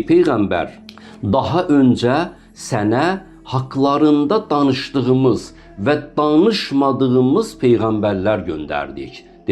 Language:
Azerbaijani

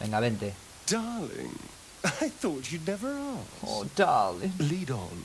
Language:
Asturian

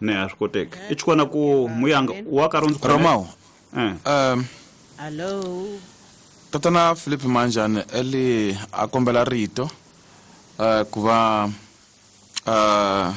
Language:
Tsonga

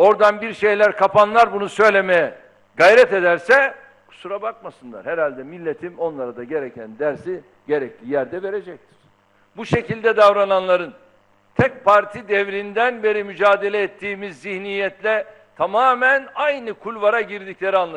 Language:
Turkish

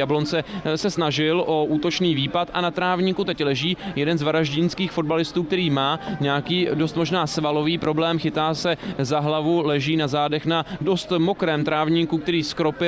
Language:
Czech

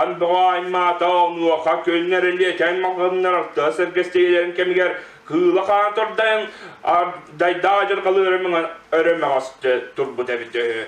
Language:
Yakut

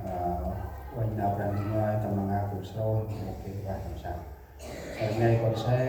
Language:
Central Mnong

